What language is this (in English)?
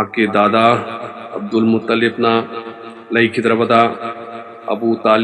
Manipuri